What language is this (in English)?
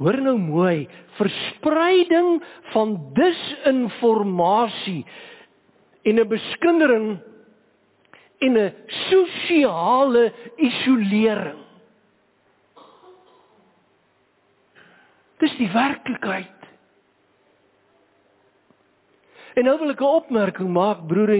Afrikaans